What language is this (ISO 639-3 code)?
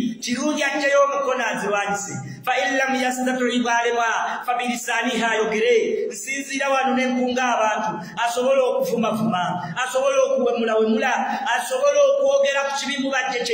lug